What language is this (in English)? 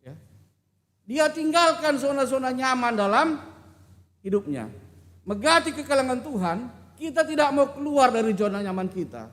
Batak Karo